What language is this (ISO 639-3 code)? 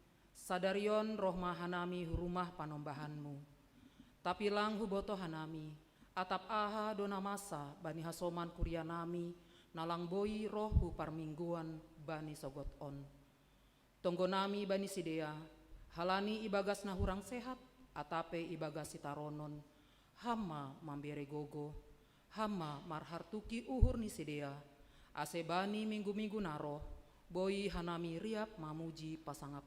bts